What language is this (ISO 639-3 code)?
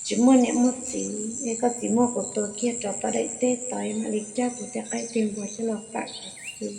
hmn